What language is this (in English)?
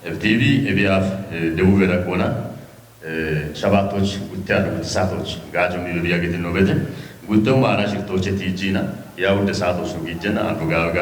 Kafa